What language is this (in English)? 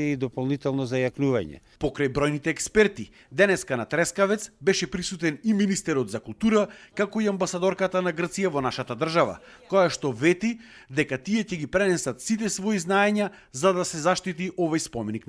Macedonian